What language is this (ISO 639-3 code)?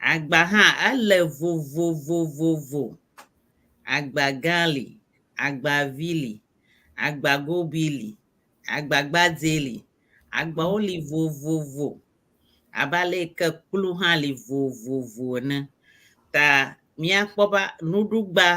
ewe